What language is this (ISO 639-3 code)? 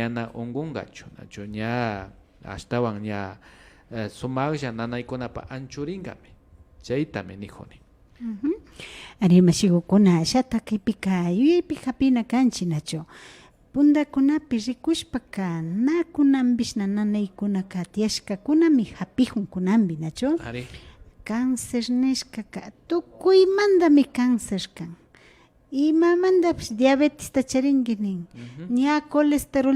qvi